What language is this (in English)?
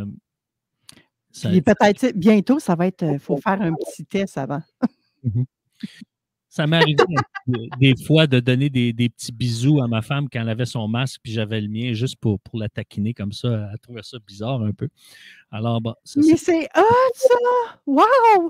French